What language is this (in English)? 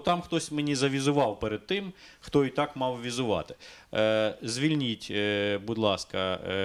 Ukrainian